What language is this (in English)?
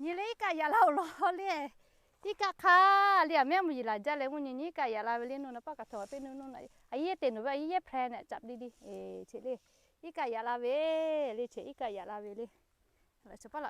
Lahu